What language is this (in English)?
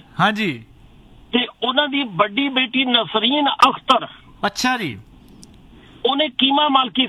Punjabi